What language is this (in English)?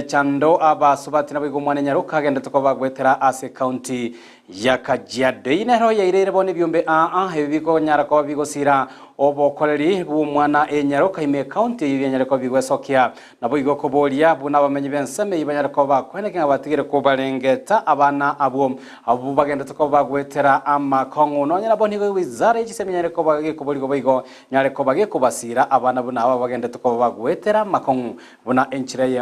Gusii